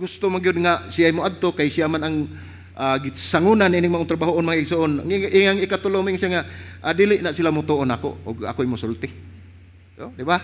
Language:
Cebuano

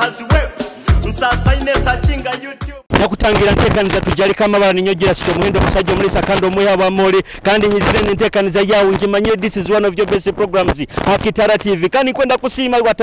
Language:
Nyoro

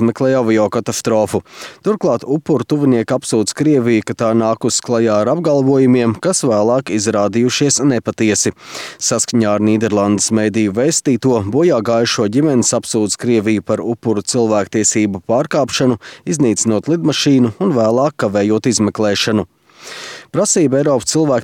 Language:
Latvian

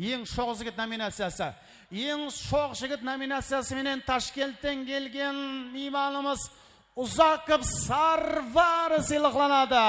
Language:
Kara-Kalpak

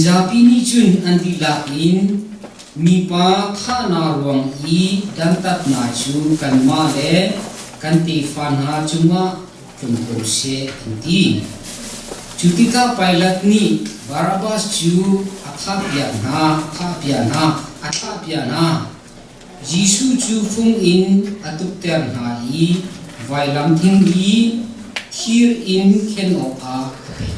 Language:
Hakha Chin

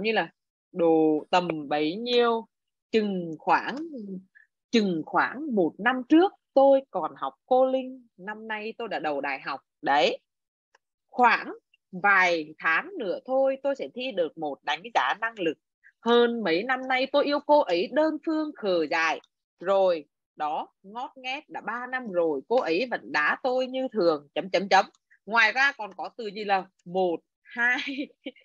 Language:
Vietnamese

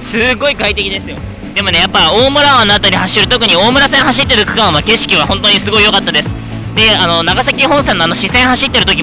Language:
Japanese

